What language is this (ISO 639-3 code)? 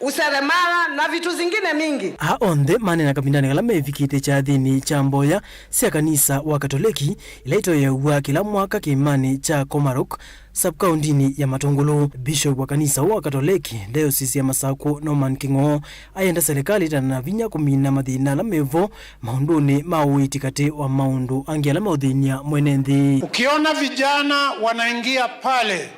kam